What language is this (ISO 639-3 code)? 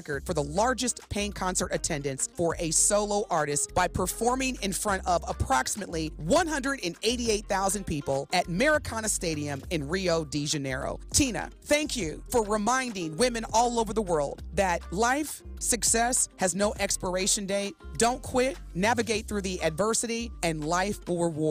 eng